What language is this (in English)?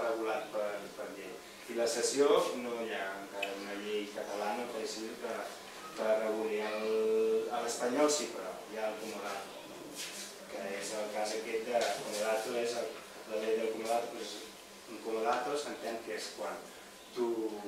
Catalan